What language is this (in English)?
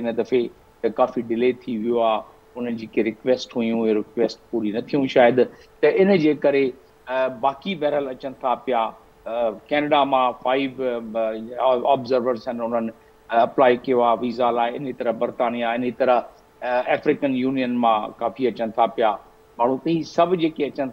Sindhi